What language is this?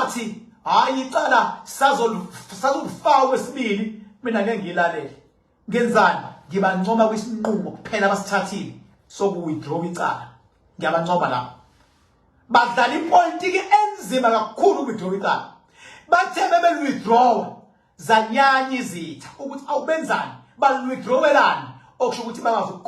Zulu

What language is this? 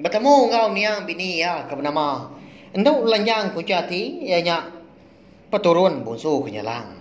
Iban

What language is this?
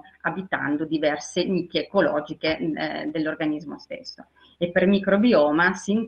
Italian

